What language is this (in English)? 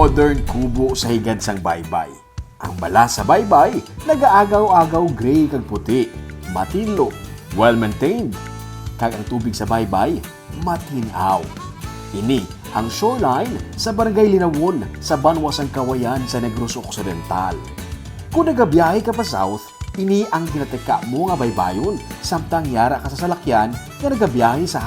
Hiligaynon